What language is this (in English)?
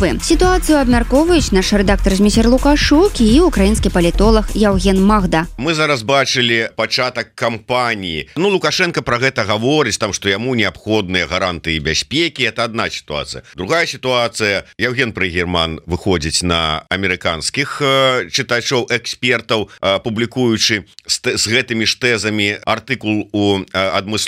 Belarusian